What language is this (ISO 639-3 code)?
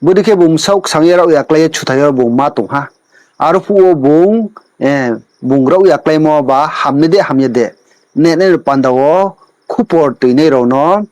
ria